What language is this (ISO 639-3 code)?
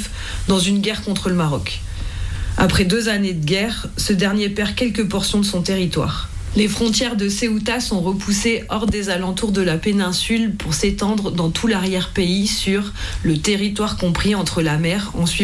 fra